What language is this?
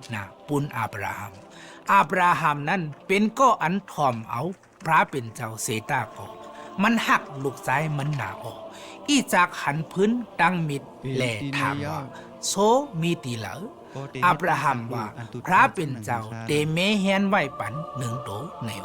Shan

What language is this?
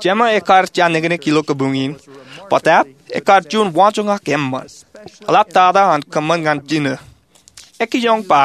Marshallese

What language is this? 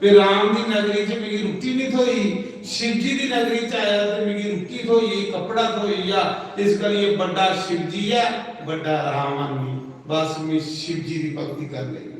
Dogri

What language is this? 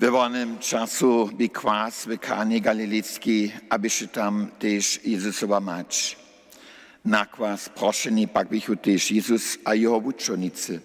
Upper Sorbian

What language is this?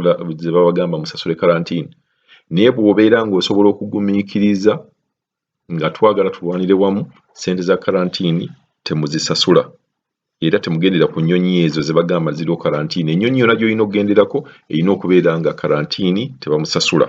Ganda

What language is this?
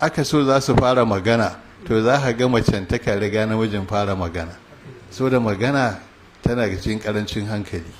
Hausa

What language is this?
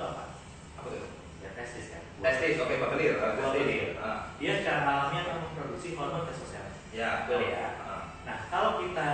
Indonesian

